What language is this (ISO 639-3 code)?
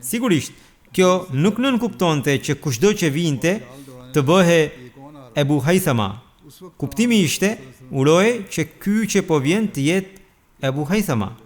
sqi